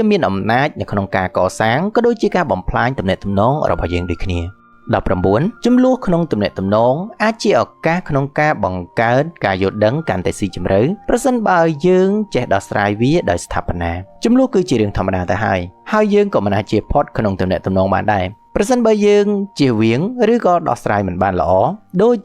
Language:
Khmer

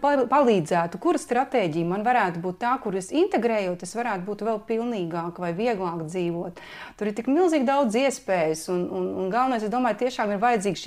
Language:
Latvian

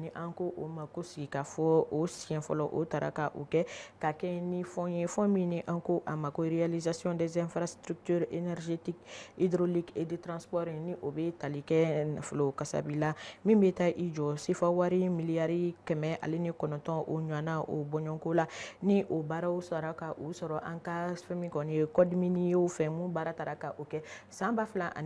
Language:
Bambara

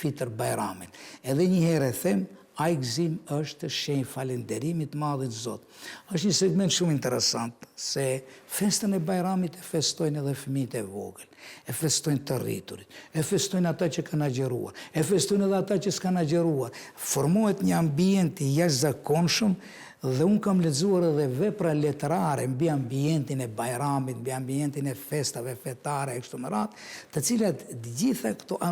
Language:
Albanian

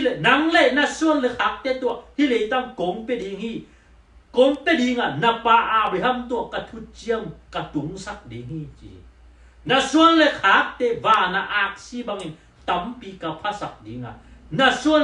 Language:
Tedim Chin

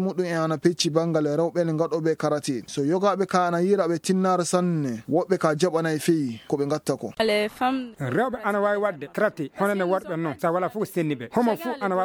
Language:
Fula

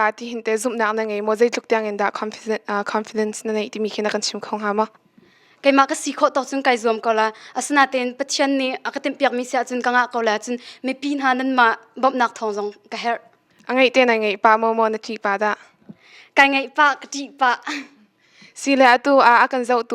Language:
Hakha Chin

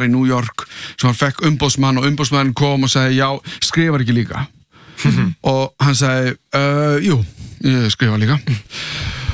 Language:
Icelandic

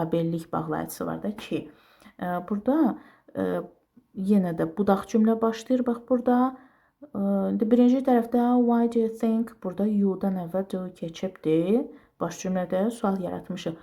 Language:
Azerbaijani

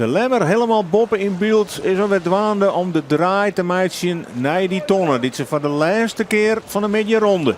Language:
Western Frisian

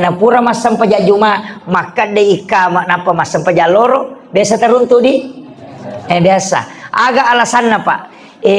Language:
Buginese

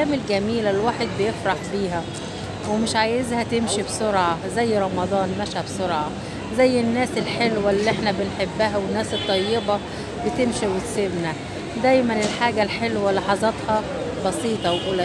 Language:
Egyptian Arabic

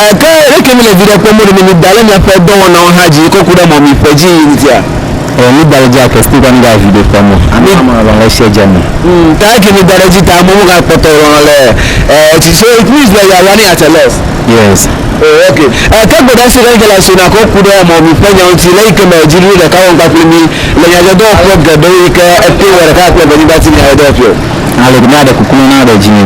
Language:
Ewe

